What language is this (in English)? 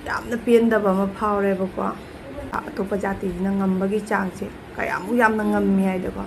Manipuri